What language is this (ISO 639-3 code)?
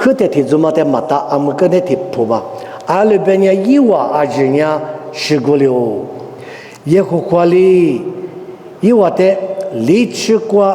lis